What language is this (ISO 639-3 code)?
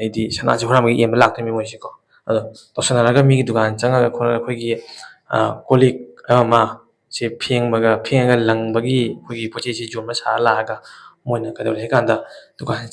mni